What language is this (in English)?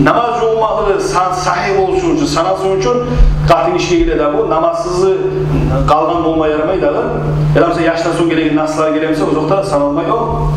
Kumyk